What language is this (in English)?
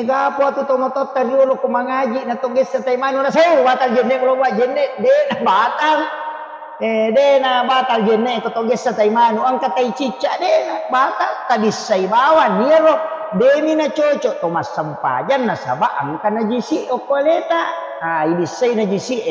Buginese